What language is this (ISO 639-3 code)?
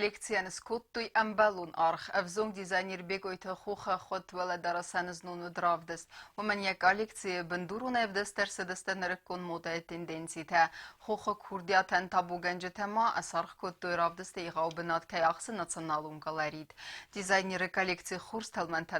oss